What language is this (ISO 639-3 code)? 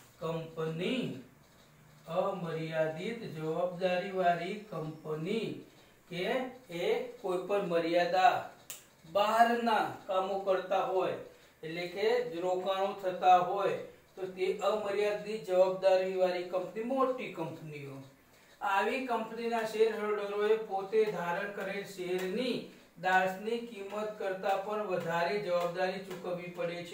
guj